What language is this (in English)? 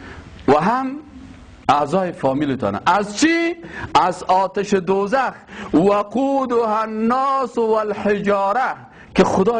Persian